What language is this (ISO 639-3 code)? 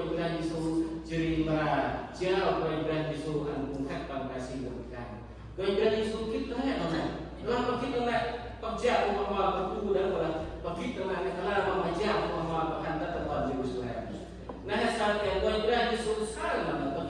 cmo